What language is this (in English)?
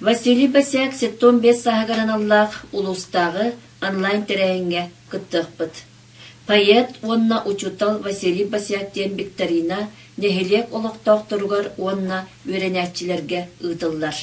Yakut